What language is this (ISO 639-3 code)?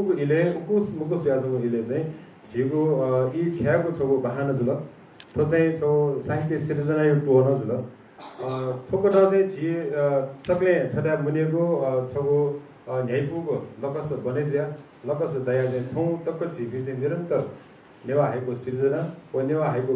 new